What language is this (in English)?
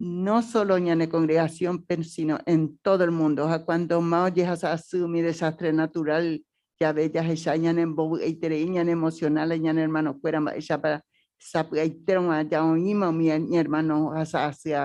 Guarani